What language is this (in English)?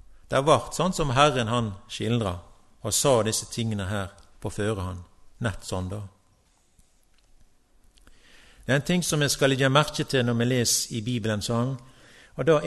Norwegian